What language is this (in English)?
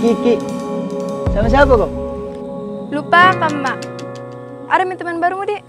Makassar Malay